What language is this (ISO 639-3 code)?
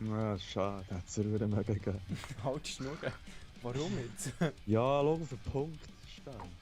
gsw